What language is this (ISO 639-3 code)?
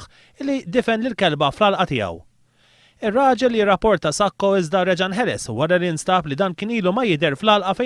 mlt